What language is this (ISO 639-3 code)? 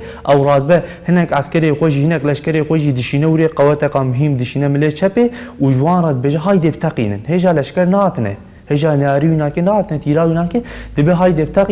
kur